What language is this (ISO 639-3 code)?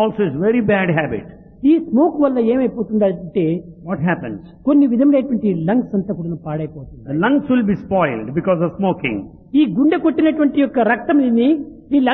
tel